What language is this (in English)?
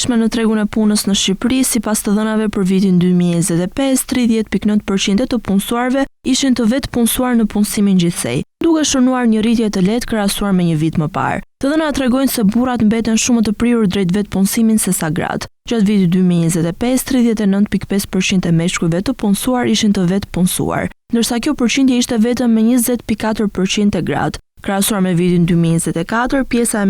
Albanian